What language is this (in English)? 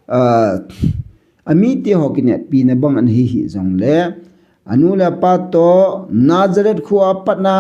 Thado Chin